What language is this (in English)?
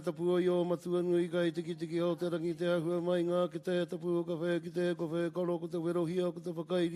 Māori